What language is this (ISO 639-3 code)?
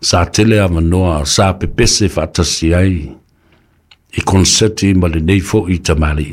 smo